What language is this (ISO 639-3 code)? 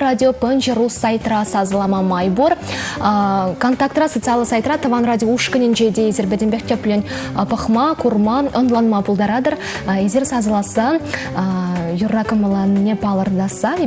chv